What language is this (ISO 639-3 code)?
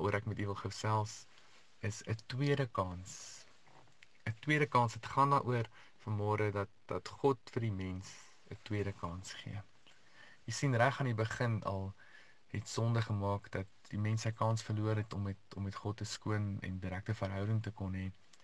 afr